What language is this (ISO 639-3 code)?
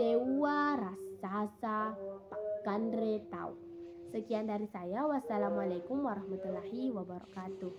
bug